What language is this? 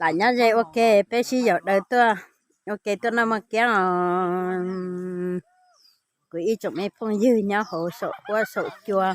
Hmong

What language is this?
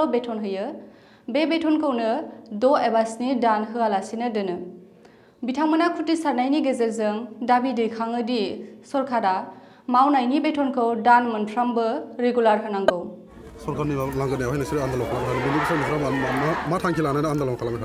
Bodo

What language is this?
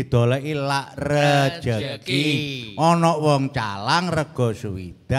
Javanese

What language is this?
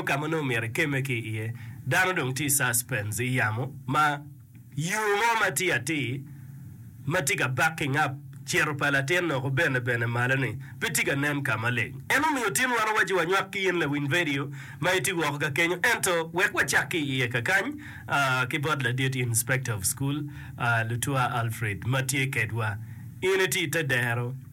Acoli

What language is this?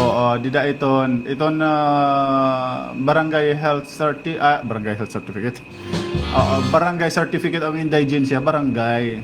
Waray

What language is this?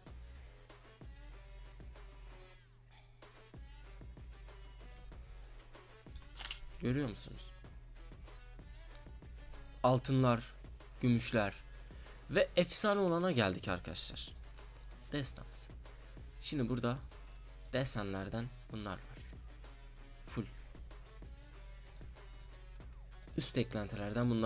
Turkish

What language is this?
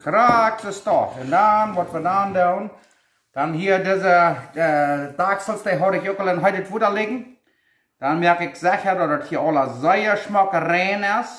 Plautdietsch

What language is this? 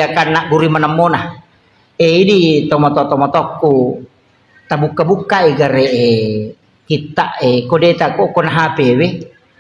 Buginese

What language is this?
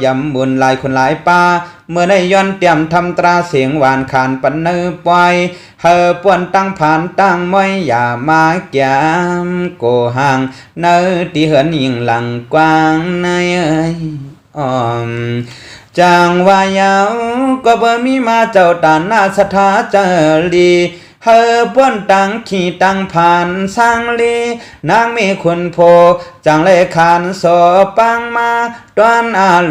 Shan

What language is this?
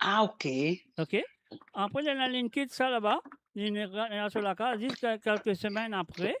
Morisyen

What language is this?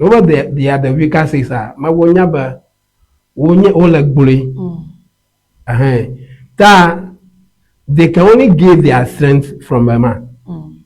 Ewe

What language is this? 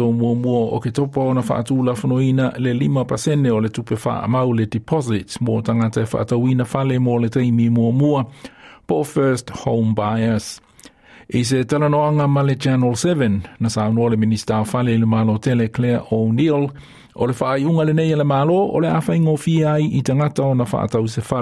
Samoan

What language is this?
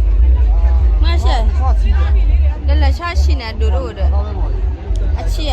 S'gaw Karen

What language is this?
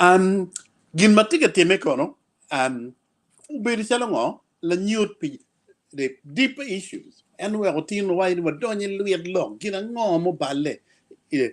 Acoli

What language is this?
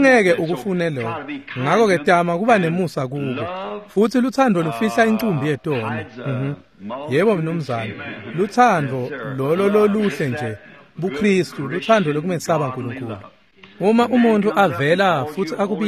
Swati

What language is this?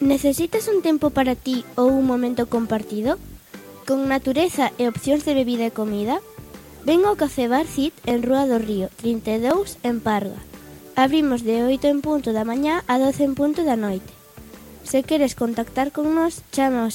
Galician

